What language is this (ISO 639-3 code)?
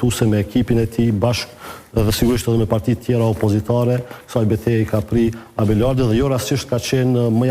sqi